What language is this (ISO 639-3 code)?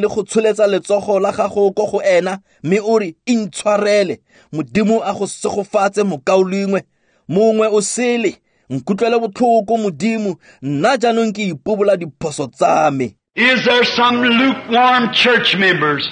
tsn